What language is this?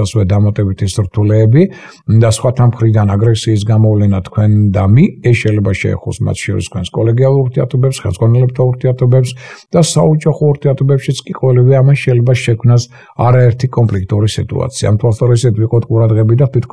Georgian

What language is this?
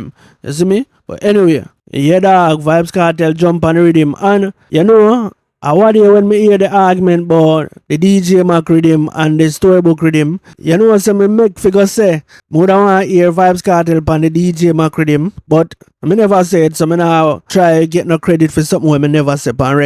Jamaican Creole English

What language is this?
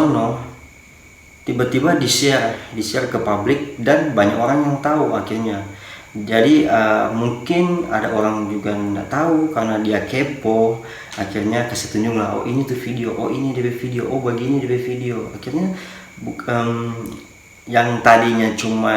Manado Malay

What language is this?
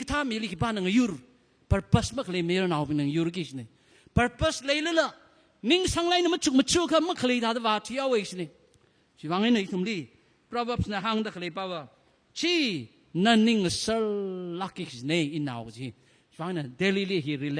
Tangkhul Naga (India)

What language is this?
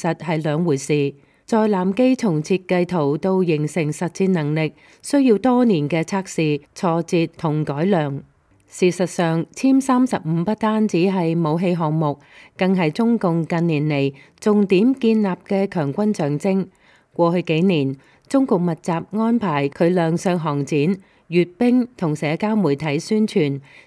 Cantonese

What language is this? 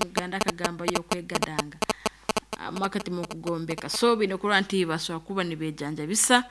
Nyankole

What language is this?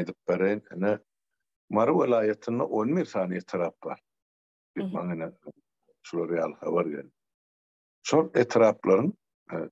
Turkmen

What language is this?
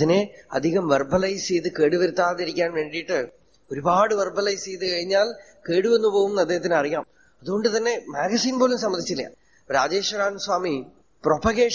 Malayalam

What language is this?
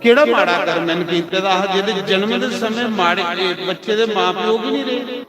Dogri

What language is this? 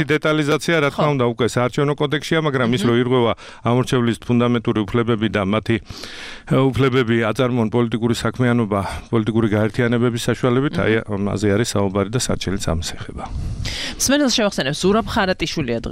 Georgian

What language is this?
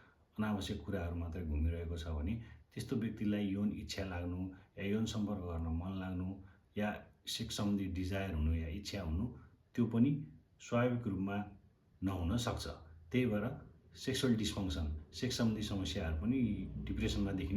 Nepali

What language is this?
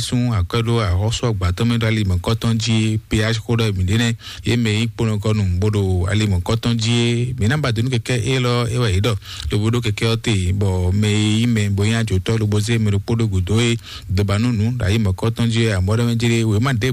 Fon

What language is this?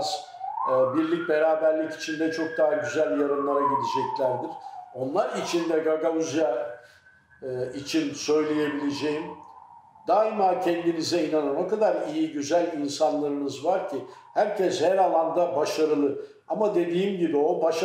Gagauz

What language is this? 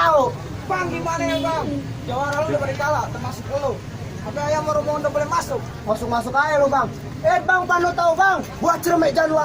Betawi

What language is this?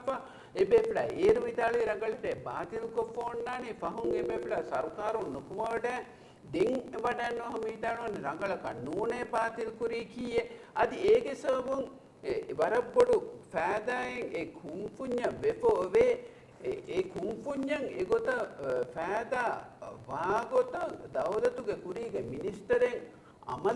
Divehi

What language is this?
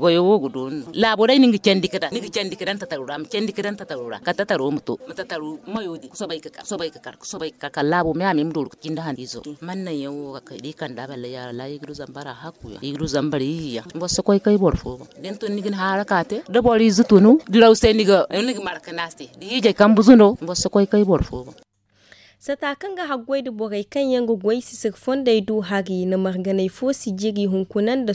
Zarma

